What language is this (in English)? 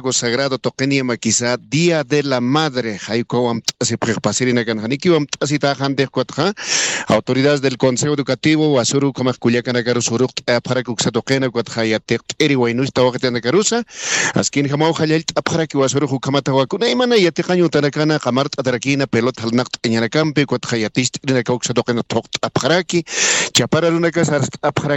Aymara